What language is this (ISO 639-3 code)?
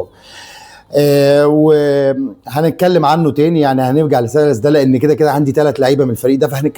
arz